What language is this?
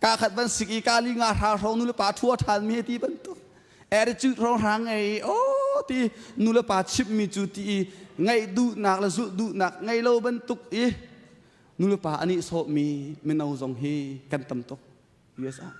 Hakha Chin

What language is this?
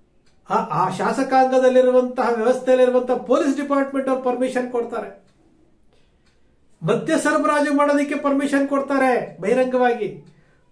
Kannada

